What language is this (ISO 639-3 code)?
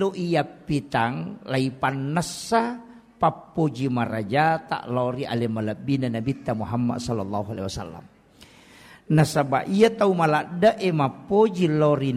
bug